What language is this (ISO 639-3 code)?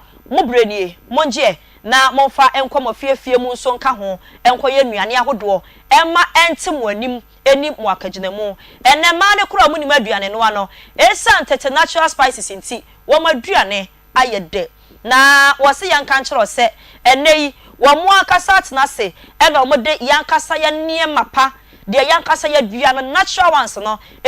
aka